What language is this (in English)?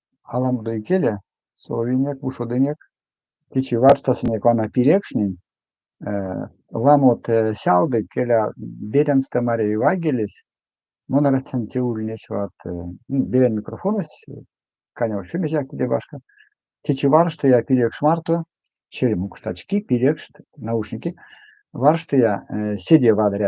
Erzya